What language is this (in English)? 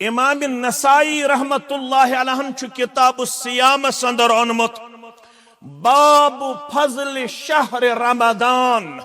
Kashmiri